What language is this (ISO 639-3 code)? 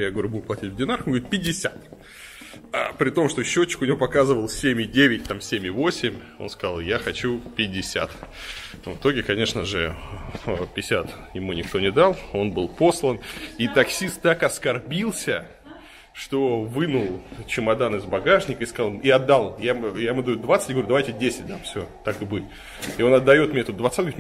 rus